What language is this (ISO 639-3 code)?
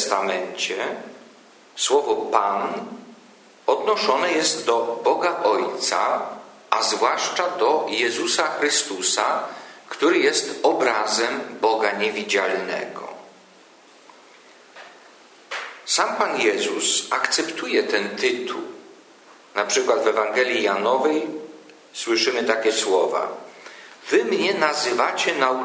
pol